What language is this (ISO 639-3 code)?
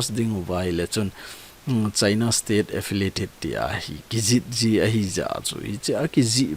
tcz